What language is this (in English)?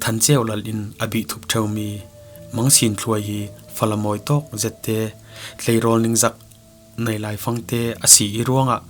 Falam Chin